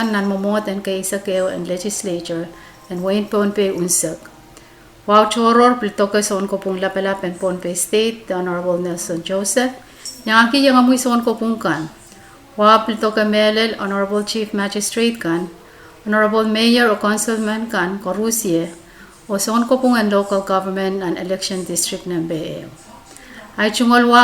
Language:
Pohnpeian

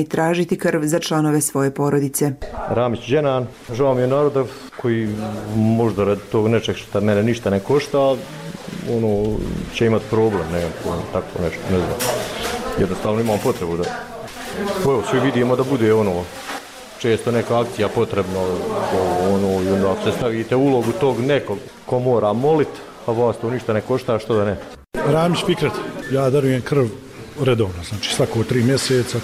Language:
Bosnian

